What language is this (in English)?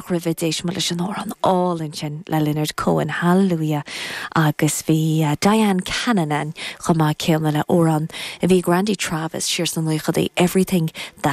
Irish